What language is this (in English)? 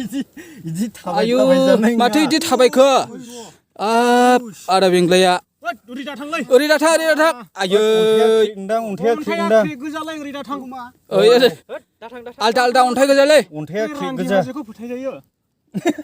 Bodo